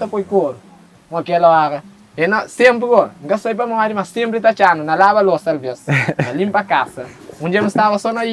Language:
Kabuverdianu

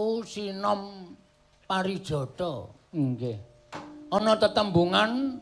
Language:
Javanese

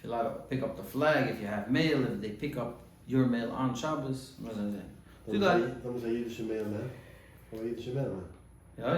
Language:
Yiddish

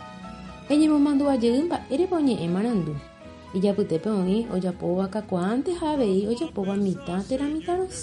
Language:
Guarani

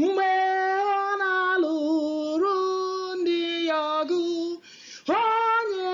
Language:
Igbo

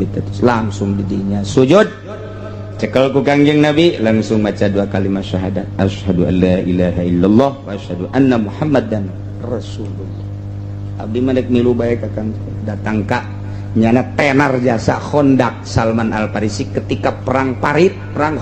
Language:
Sundanese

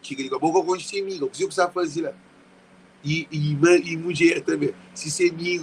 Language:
Kabuverdianu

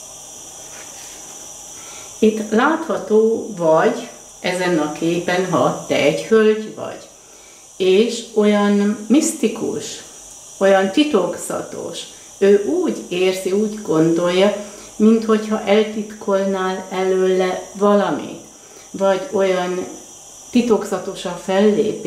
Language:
Hungarian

